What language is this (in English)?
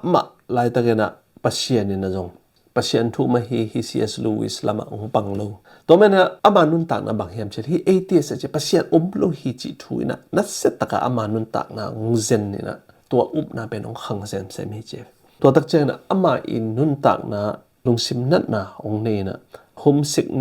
Tedim Chin